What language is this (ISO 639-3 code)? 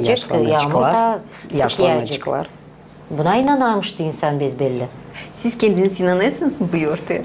gag